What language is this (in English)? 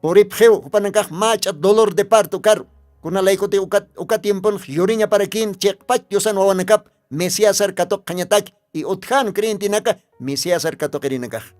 Aymara